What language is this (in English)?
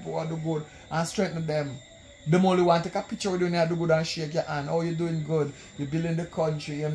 Jamaican Creole English